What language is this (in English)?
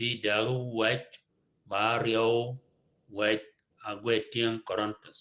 Shilluk